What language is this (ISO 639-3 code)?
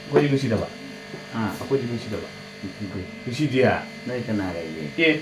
mni